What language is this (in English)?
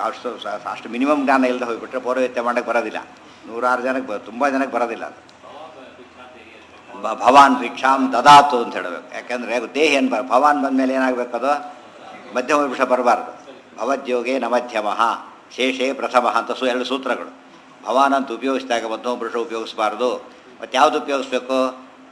Kannada